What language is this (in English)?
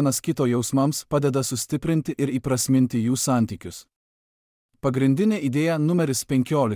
Lithuanian